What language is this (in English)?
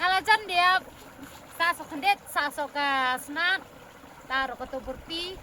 Khasi